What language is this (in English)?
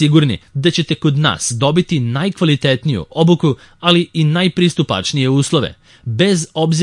Serbian